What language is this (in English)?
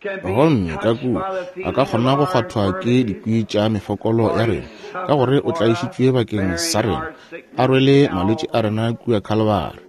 Northern Sotho